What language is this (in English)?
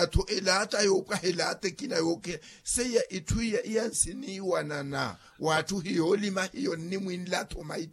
Makhuwa